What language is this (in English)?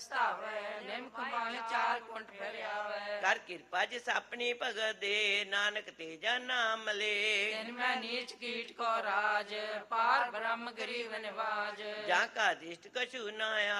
Punjabi